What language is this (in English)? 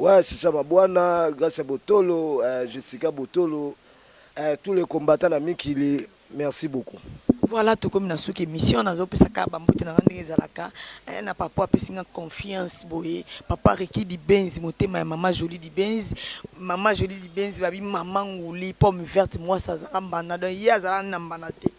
Lingala